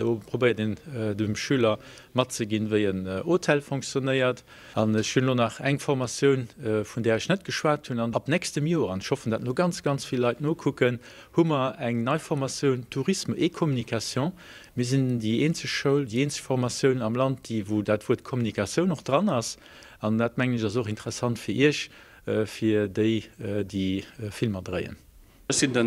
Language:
Luxembourgish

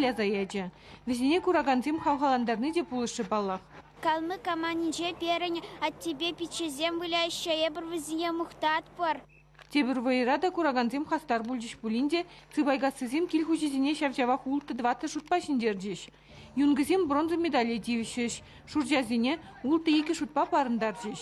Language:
Chuvash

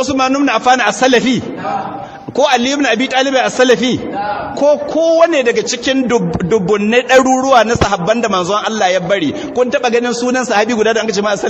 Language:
Hausa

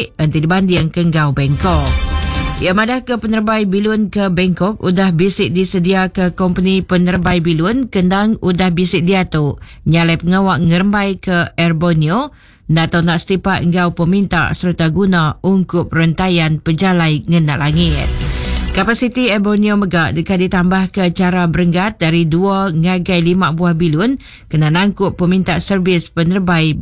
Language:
Iban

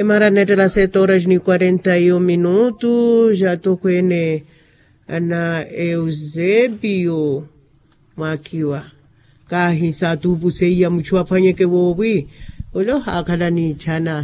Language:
Makhuwa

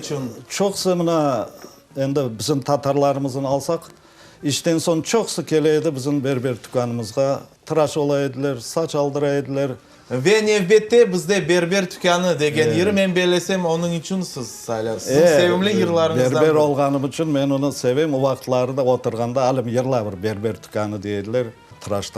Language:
Crimean Tatar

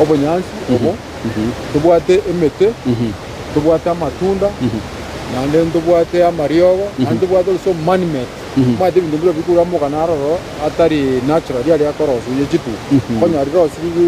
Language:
Gusii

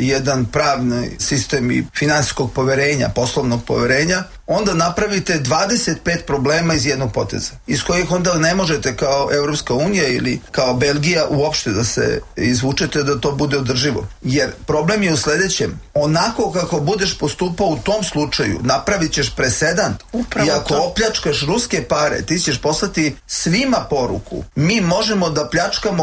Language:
Serbian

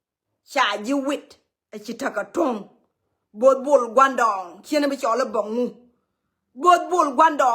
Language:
Nuer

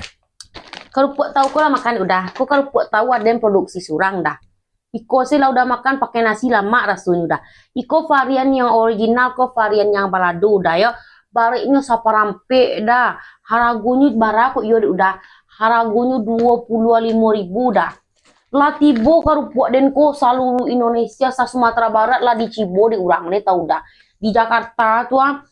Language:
Minangkabau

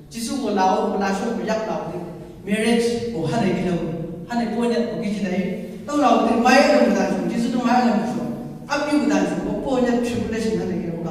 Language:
Chang Naga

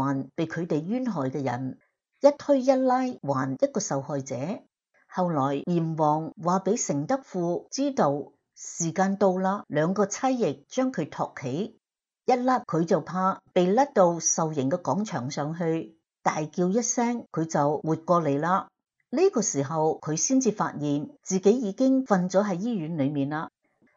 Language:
Cantonese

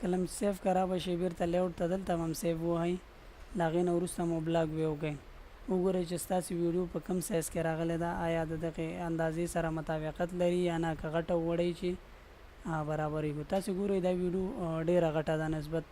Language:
Pashto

